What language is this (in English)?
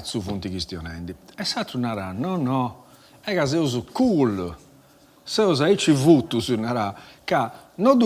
Sardinian